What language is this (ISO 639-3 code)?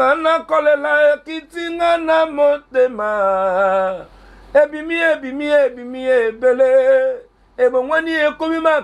lin